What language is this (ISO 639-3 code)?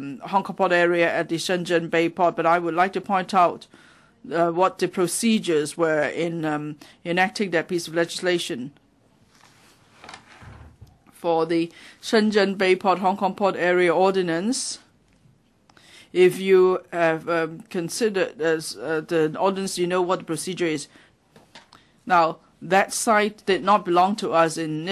eng